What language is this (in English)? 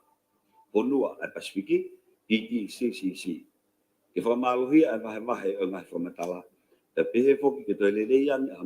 Tongan